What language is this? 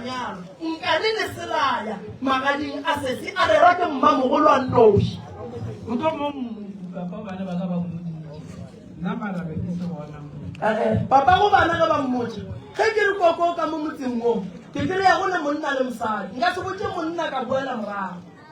Northern Sotho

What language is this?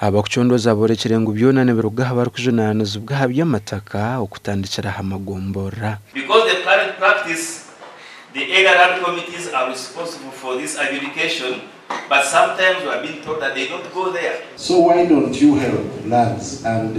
Nyankole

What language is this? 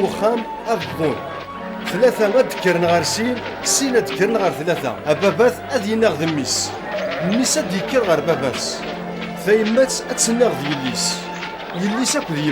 Kabyle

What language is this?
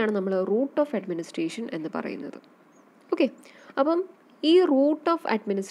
Malayalam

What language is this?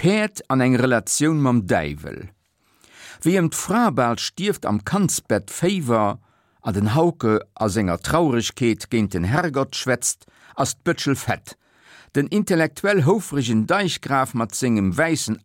Luxembourgish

